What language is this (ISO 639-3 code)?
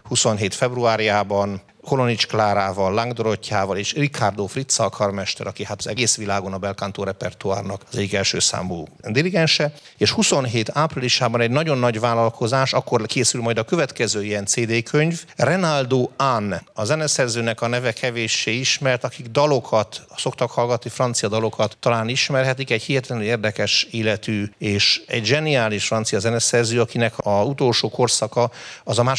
hun